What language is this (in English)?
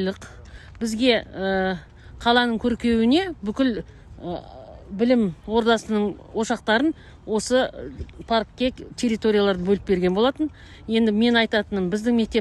Kazakh